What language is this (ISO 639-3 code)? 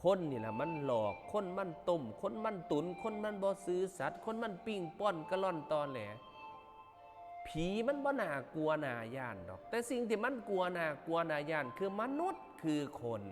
lao